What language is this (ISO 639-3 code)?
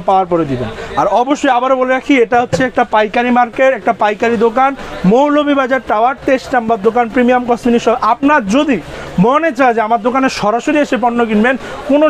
ben